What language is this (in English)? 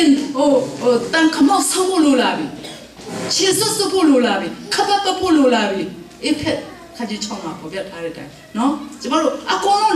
Burmese